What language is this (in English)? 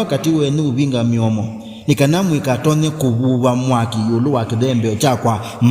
Kamba